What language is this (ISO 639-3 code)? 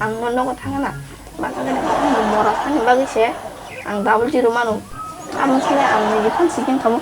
trp